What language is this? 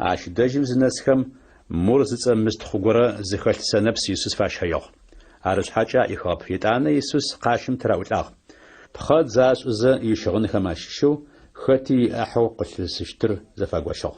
Adyghe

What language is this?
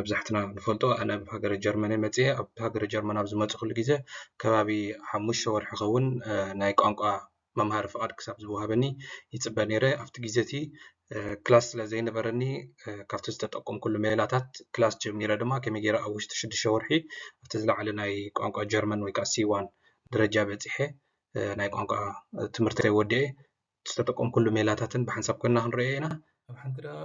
Tigrinya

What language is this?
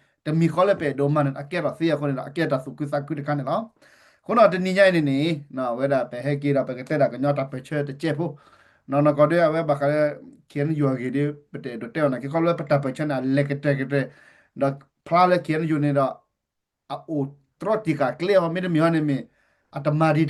S'gaw Karen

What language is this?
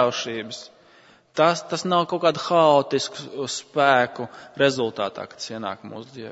Latvian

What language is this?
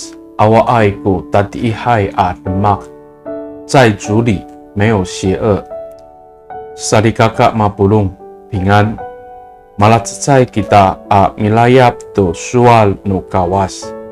Amis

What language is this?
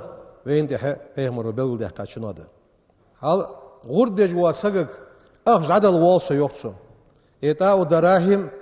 Ingush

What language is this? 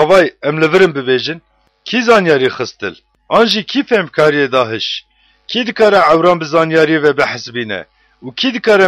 Kurdish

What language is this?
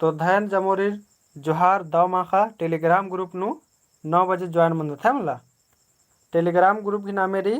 Kurukh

